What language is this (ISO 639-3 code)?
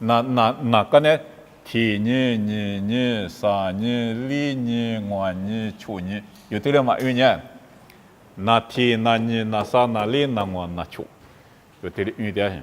lis